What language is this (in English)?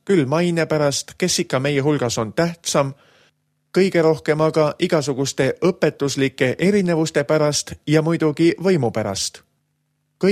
Estonian